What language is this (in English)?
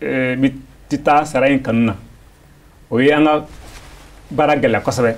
Bambara